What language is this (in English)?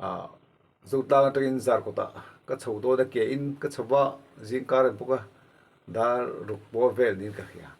Mizo